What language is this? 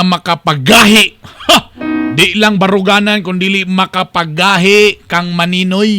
Cebuano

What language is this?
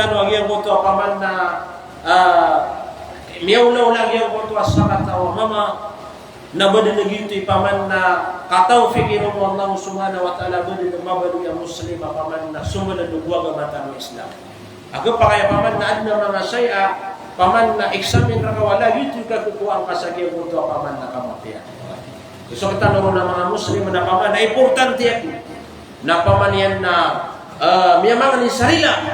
Maranao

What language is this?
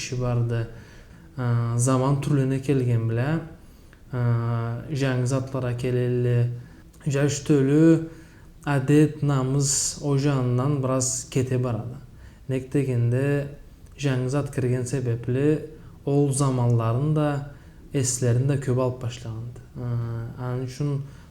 Karachay-Balkar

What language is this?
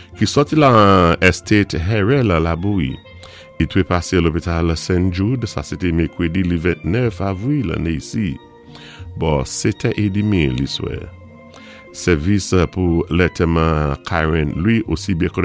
Saint Lucian Creole French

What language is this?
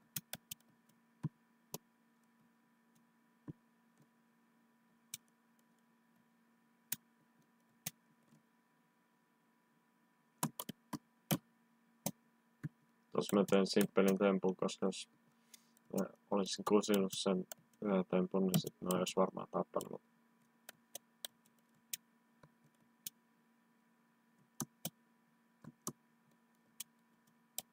Finnish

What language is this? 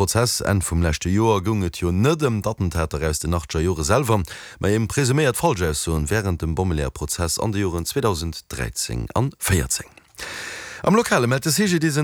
Luxembourgish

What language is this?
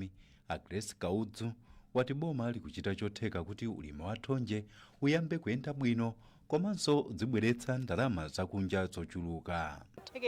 Nyanja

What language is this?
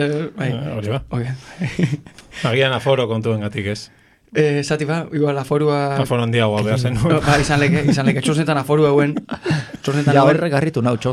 Basque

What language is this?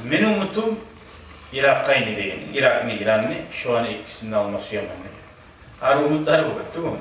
Kumyk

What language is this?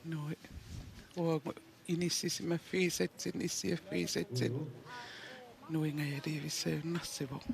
Kalaallisut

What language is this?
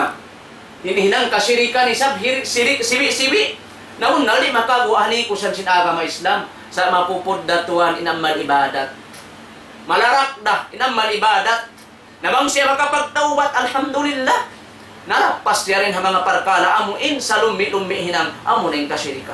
Tausug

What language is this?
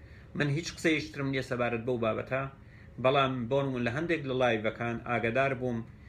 Central Kurdish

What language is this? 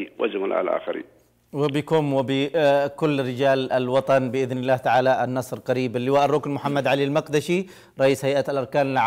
Arabic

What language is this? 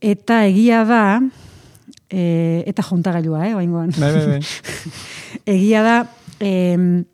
Basque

